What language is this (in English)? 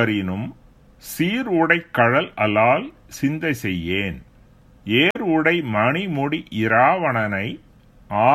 Tamil